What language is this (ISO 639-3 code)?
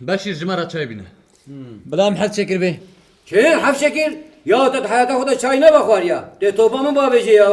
kur